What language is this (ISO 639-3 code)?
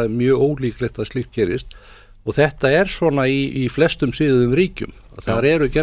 isl